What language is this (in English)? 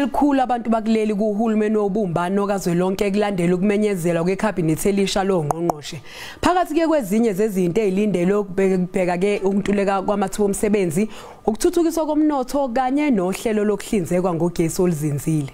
Zulu